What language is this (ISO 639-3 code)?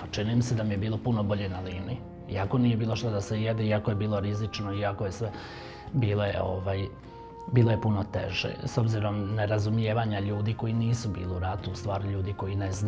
bos